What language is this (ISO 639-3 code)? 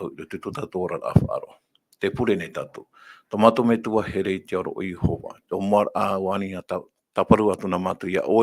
tah